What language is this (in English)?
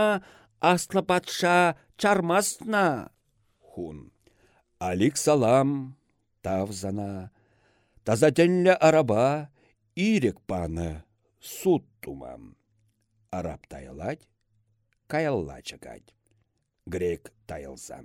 Chuvash